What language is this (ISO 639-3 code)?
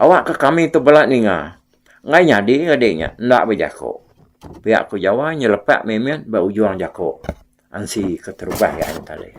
iba